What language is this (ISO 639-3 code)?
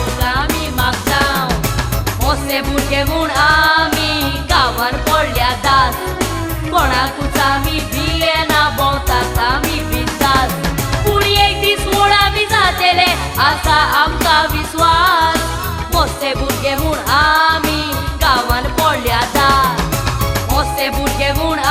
kok